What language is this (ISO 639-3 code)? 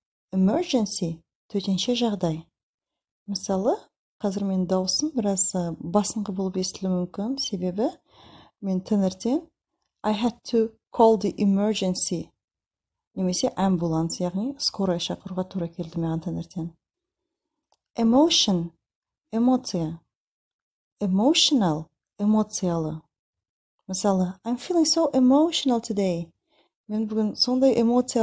kaz